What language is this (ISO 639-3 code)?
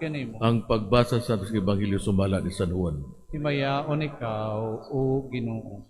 ceb